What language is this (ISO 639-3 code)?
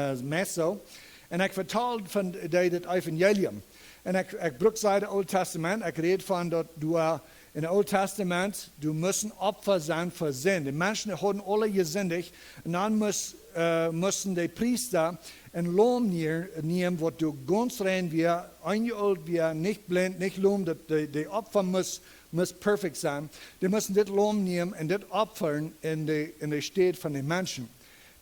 pdt